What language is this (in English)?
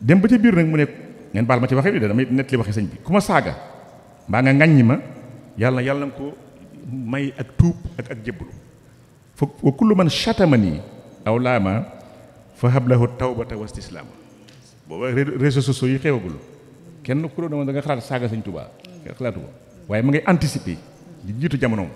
Wolof